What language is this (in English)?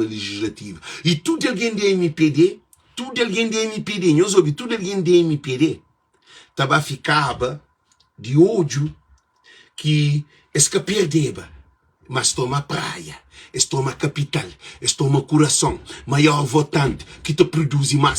Kabuverdianu